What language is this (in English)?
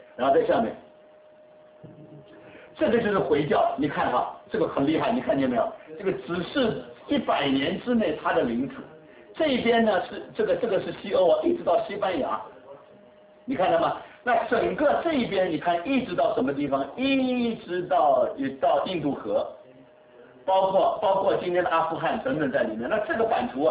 Chinese